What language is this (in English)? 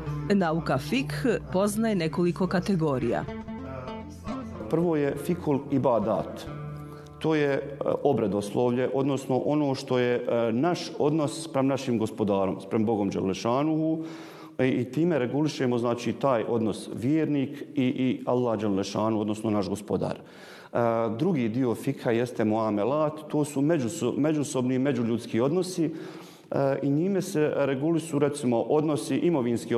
Bosnian